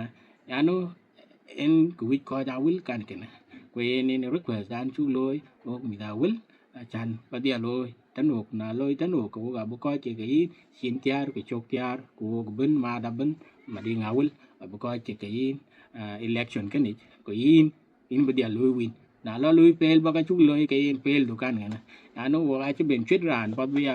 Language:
Dinka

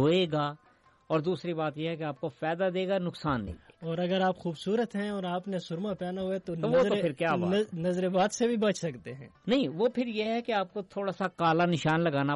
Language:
Urdu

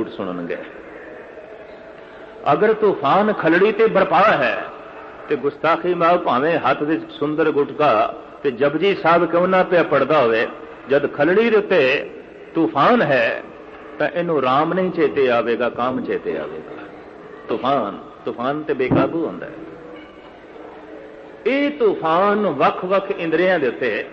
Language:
Punjabi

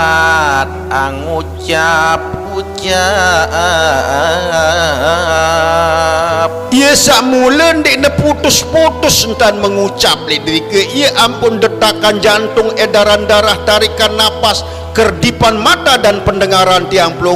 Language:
Sasak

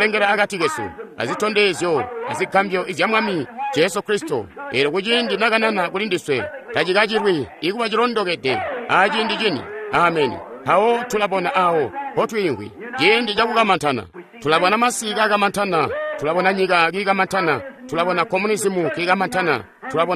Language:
Tonga (Zambia)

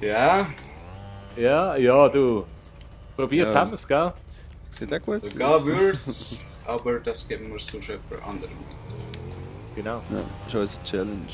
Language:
Swiss German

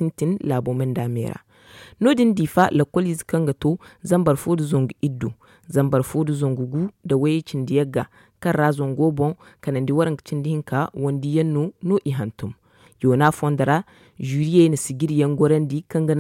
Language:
Zarma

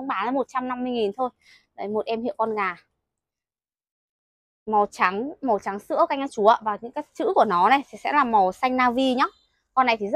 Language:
Vietnamese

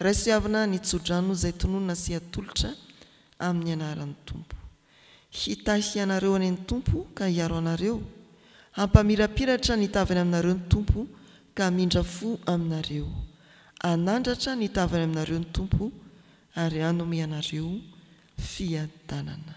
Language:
Malagasy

